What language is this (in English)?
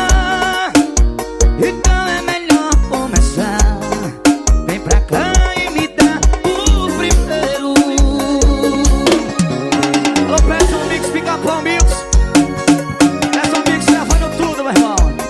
Portuguese